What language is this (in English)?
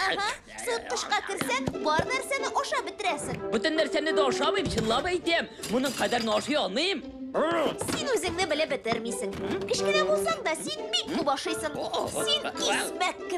Tatar